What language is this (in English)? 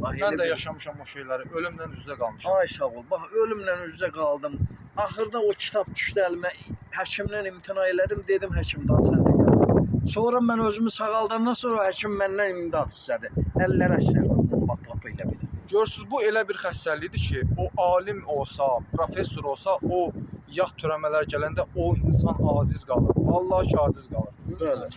Azerbaijani